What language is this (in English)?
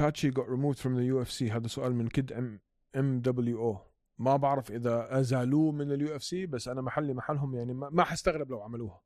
North Levantine Arabic